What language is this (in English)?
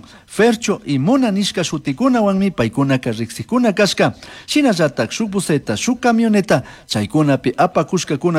Chimborazo Highland Quichua